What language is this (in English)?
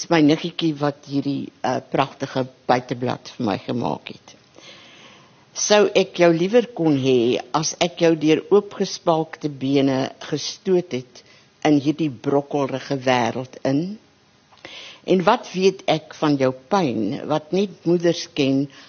Afrikaans